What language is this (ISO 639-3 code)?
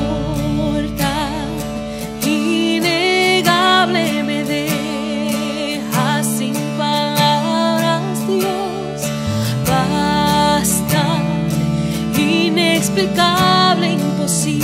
spa